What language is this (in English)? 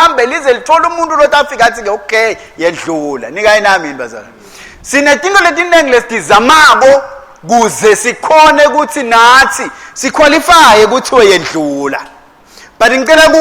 Swati